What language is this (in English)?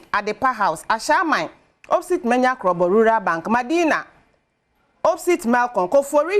Akan